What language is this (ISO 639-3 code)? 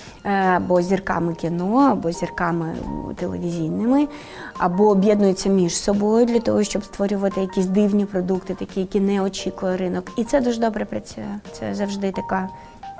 ukr